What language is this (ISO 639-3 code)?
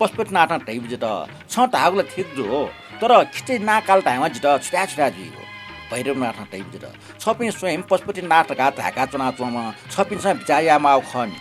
new